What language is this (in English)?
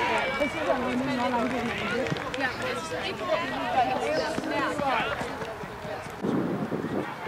Danish